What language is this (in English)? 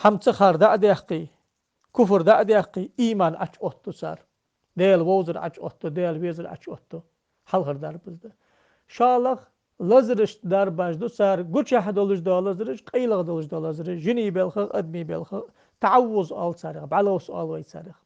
Ingush